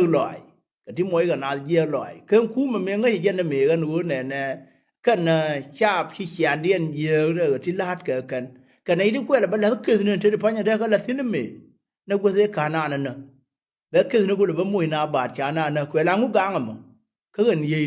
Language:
Nuer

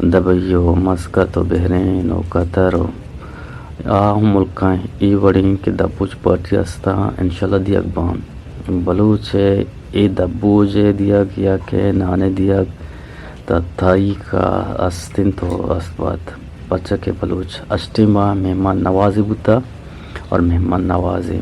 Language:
Eastern Balochi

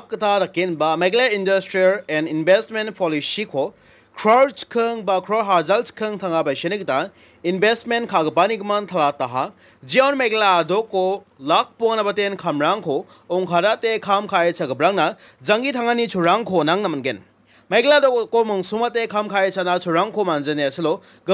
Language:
Garo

